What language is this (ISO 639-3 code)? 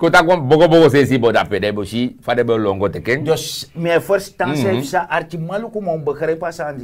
srn